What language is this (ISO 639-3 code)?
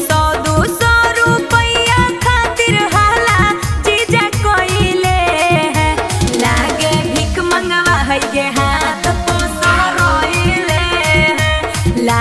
mag